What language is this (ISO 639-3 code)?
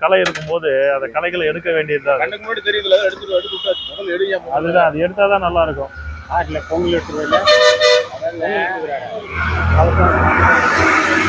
tam